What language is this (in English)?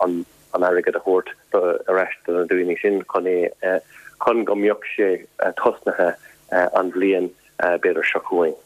Irish